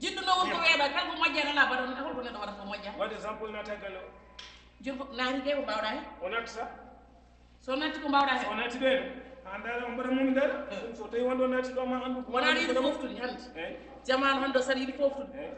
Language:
Fula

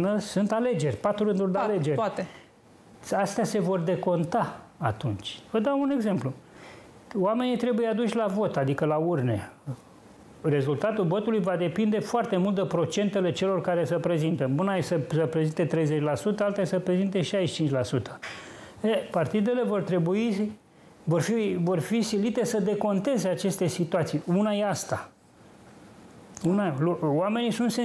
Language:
Romanian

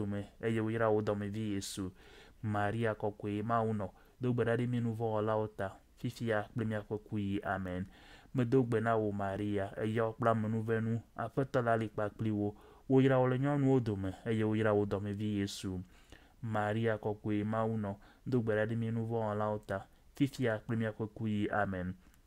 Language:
Ewe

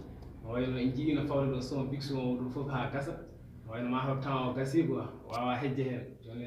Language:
Fula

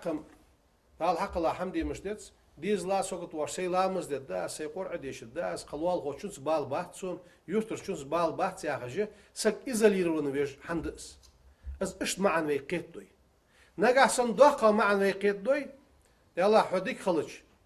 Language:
Ingush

